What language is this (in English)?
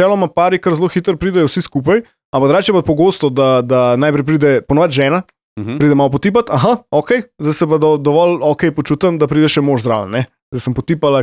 Slovenian